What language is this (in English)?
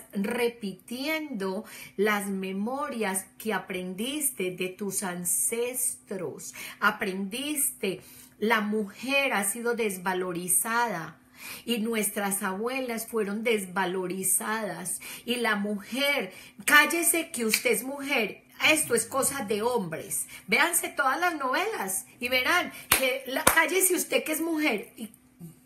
Spanish